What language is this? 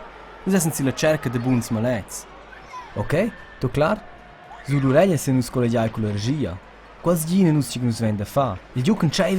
Romansh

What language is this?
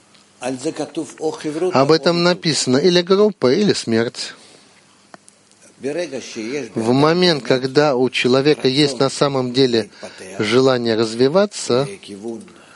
Russian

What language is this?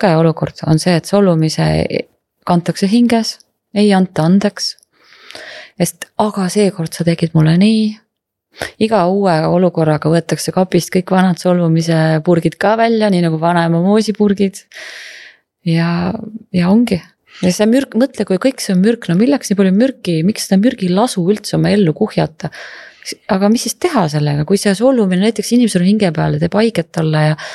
Estonian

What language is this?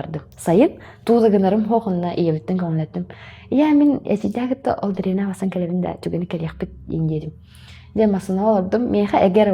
Yakut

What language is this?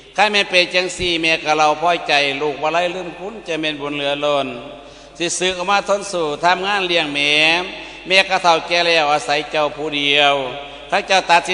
Lao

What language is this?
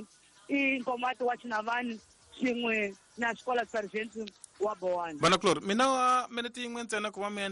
Tsonga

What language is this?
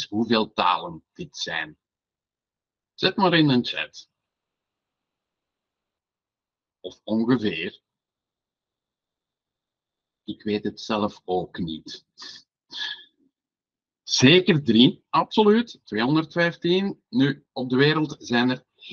Dutch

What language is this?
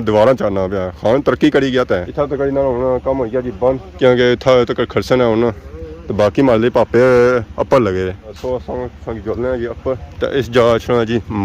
Pahari-Potwari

